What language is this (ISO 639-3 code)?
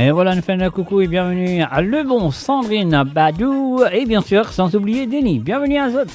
mfe